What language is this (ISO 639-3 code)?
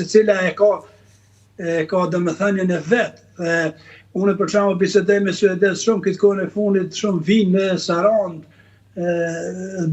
sqi